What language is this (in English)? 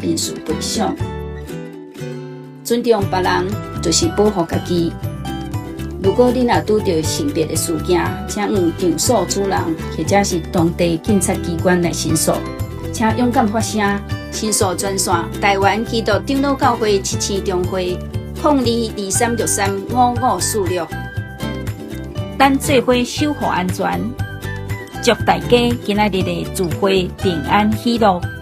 Min Nan Chinese